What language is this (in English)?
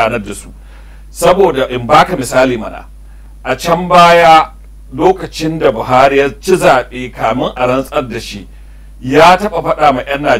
Hausa